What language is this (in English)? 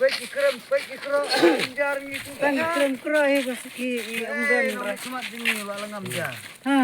Khasi